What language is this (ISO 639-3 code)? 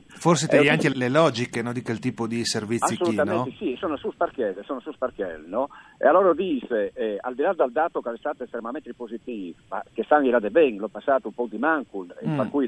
fur